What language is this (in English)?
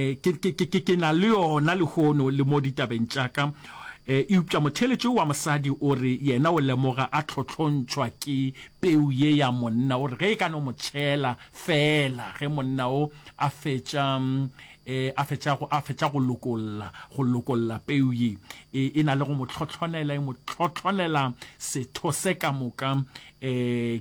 Northern Sotho